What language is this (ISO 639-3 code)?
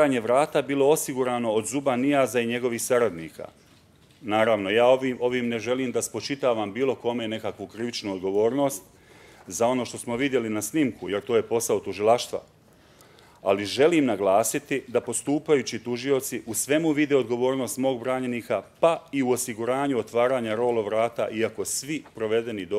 bos